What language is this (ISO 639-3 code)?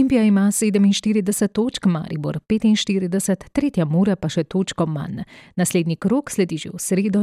slv